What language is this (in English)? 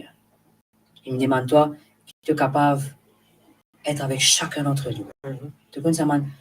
Morisyen